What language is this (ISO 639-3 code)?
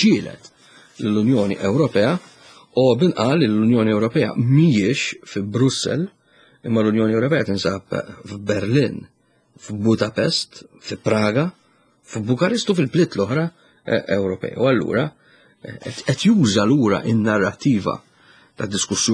mlt